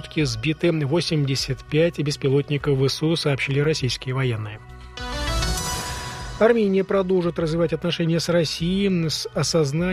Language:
Russian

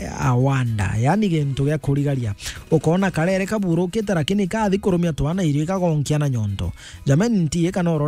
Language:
Meru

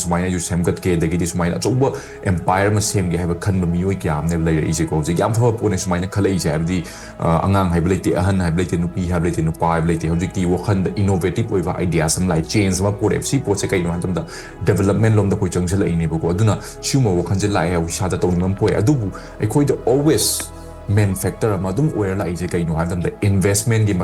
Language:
Manipuri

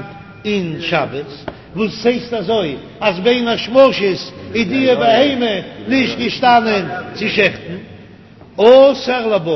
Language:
Yiddish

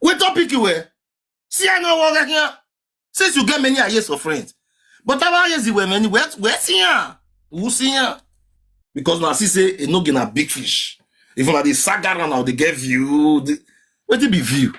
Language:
Nigerian Pidgin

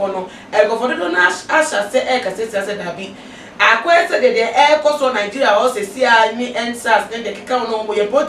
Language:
Akan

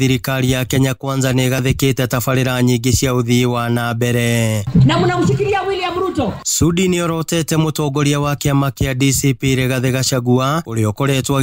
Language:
Kikuyu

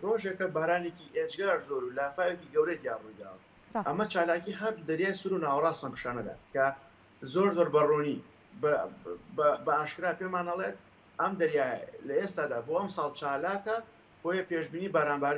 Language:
Central Kurdish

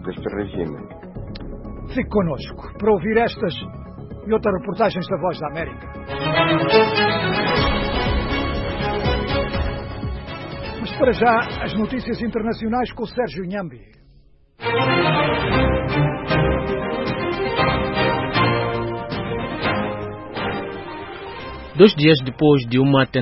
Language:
Portuguese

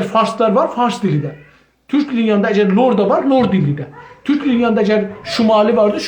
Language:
South Azerbaijani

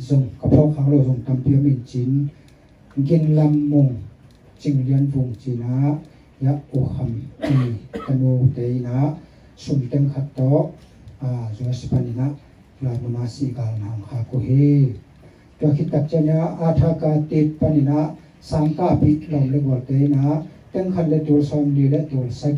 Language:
Tedim Chin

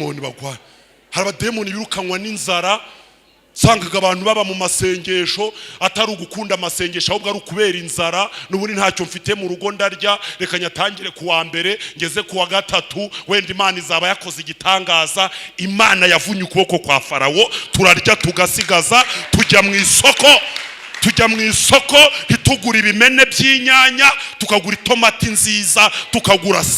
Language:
Kinyarwanda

